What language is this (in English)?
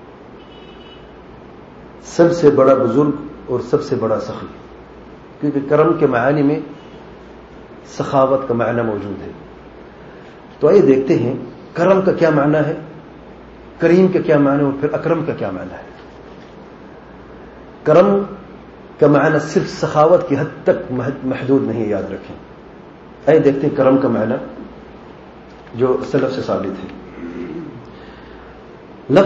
Urdu